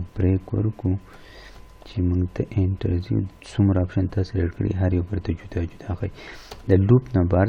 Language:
Pashto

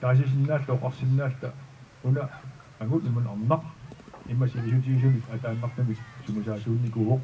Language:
Kalaallisut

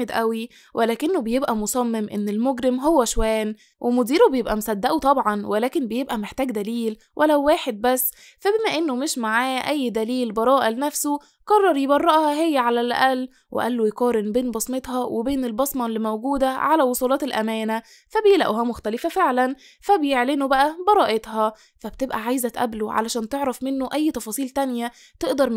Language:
Egyptian Arabic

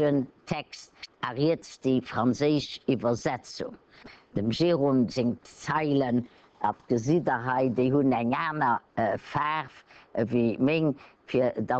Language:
Luxembourgish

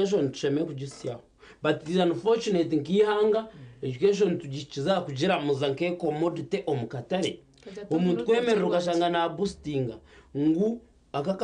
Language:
Nyankole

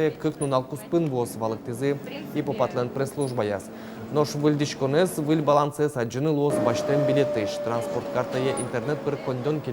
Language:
Udmurt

